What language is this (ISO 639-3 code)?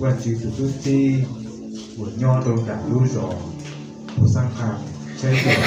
hmn